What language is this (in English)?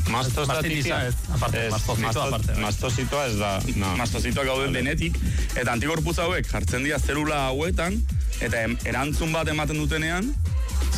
Basque